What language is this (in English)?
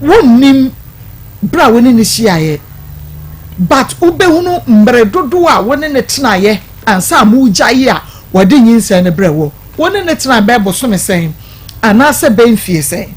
Akan